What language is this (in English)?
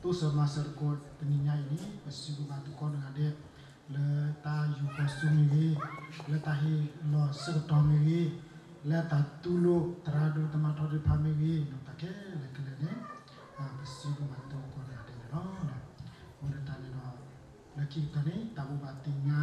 S'gaw Karen